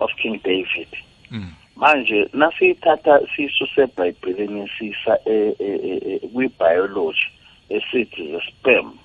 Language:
South Ndebele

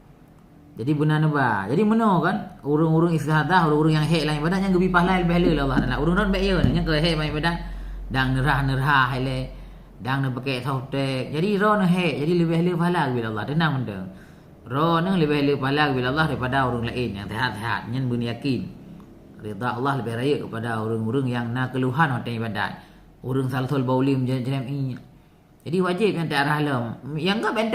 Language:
Achinese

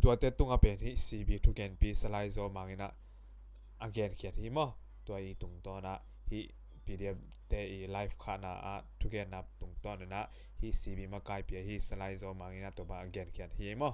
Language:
Tedim Chin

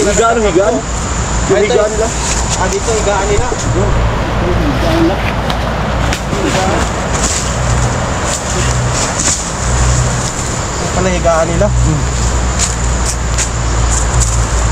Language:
Filipino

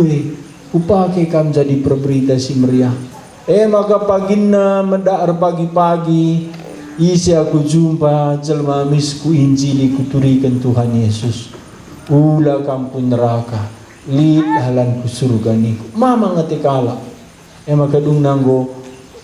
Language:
Batak Karo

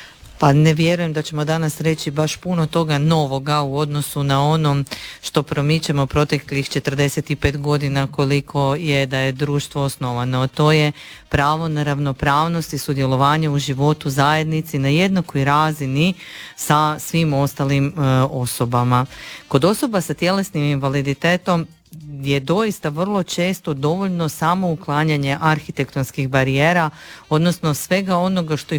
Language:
Croatian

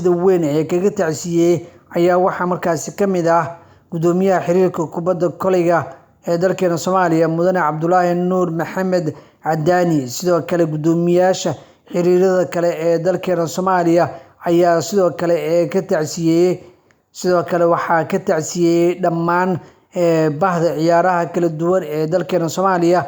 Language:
Somali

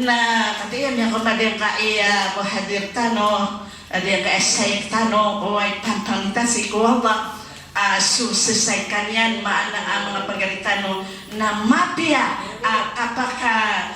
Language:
Maranao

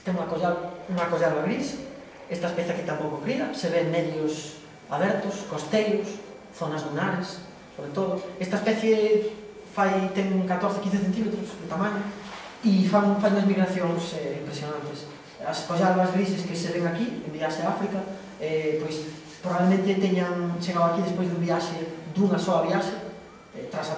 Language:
Galician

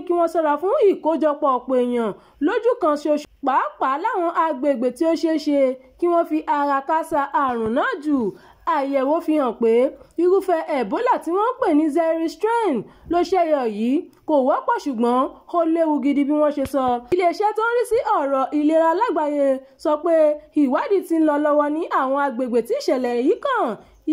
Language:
Yoruba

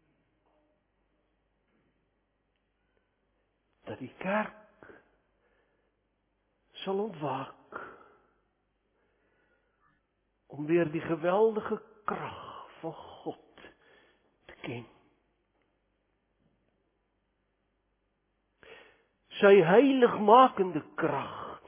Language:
Afrikaans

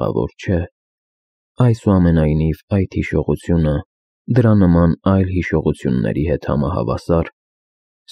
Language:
Armenian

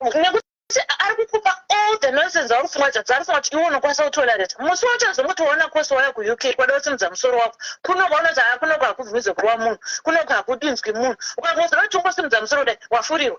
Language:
Shona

